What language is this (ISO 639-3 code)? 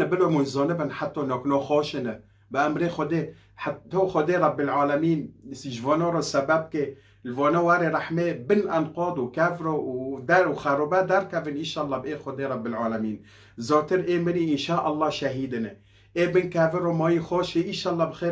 kur